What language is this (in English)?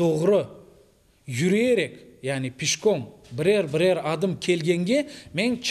Crimean Tatar